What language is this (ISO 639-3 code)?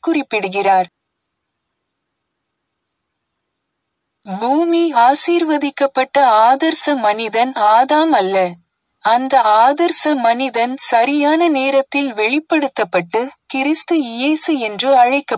tam